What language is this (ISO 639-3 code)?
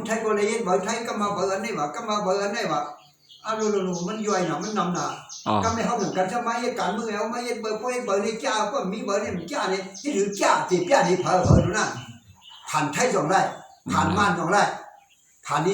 shn